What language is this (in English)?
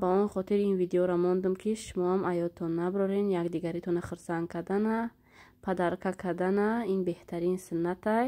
Tajik